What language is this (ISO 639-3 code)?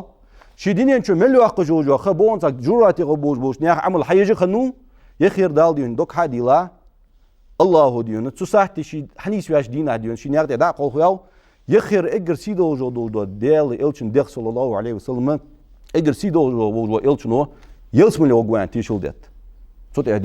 inh